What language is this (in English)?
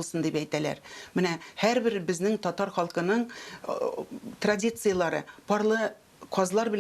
Tatar